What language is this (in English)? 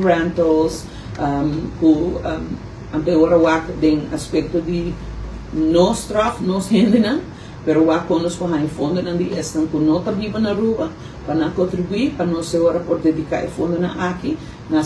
Papiamento